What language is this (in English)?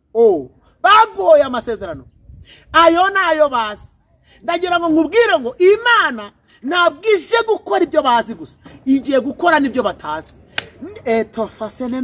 Kinyarwanda